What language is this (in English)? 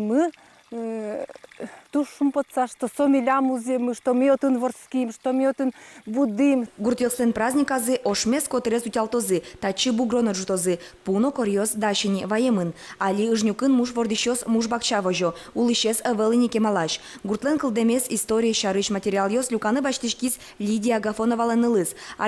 Udmurt